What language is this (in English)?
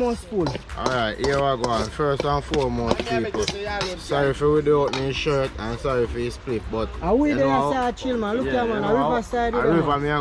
Jamaican Creole English